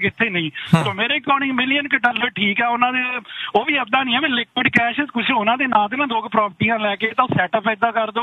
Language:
Punjabi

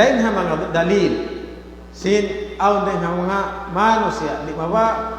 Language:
Tausug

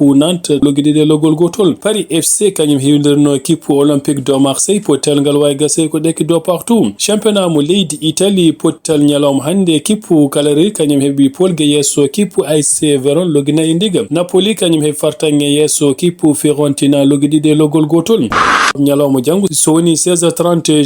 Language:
Fula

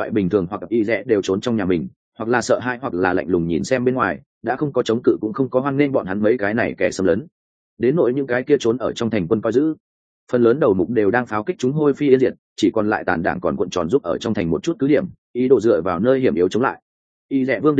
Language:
Vietnamese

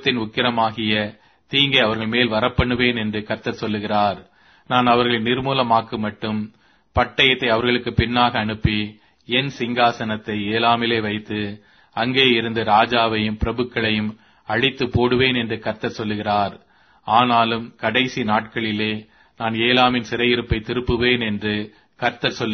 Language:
Tamil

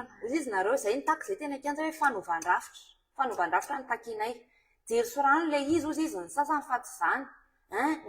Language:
Malagasy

